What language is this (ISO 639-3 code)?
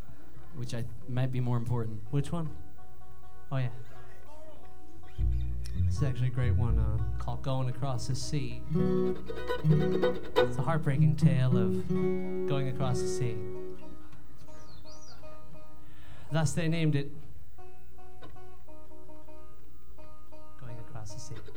eng